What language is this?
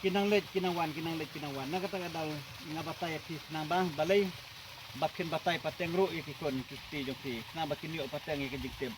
Khasi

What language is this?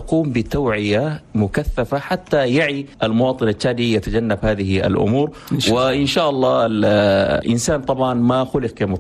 Chadian Arabic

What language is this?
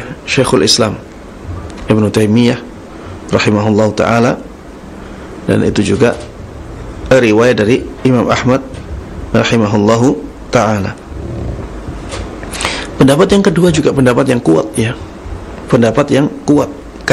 Indonesian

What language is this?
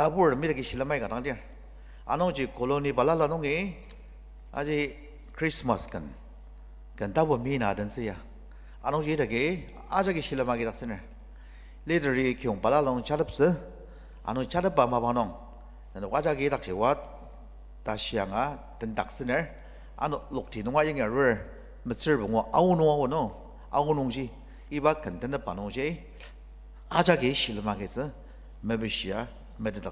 Ao Naga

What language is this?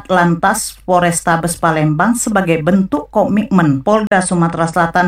Indonesian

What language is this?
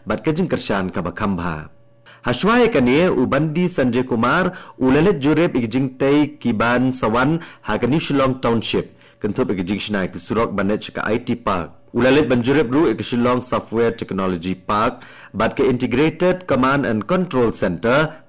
Khasi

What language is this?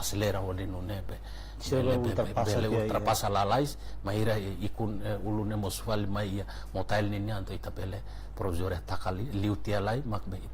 Tetum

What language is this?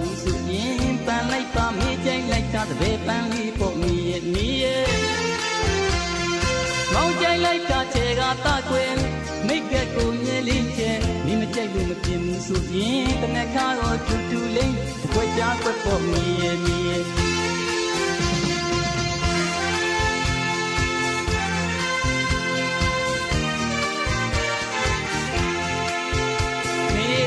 Burmese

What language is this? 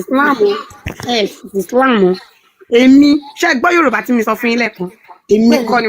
Yoruba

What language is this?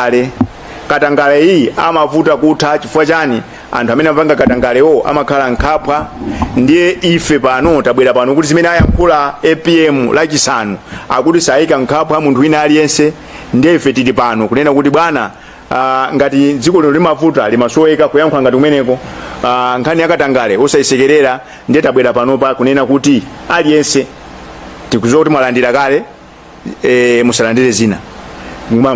Nyanja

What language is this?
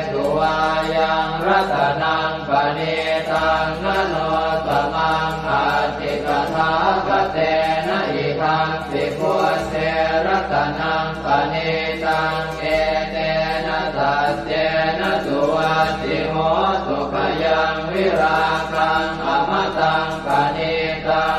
Pali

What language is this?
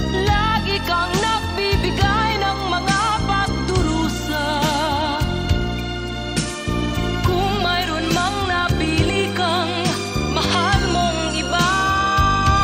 Filipino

